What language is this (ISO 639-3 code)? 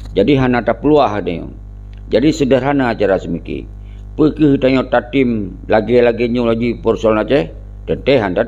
ace